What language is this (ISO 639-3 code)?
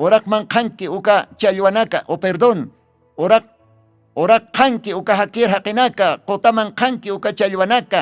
aym